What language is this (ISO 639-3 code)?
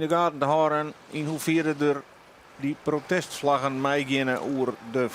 fry